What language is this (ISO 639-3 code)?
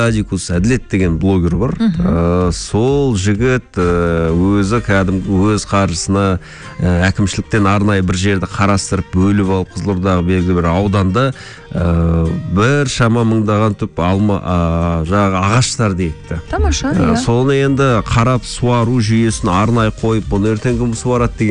kaz